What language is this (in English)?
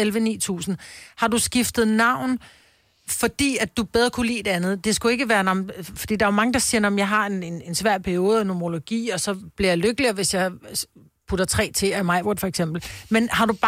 Danish